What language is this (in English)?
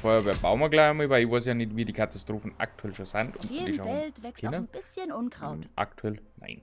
Bavarian